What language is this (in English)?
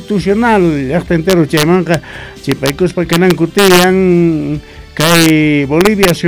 Quechua